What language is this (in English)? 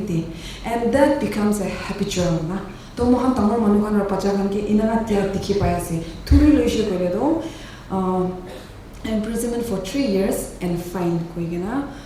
Naga Pidgin